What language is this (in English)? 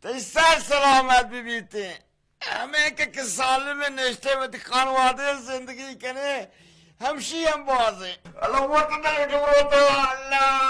Baluchi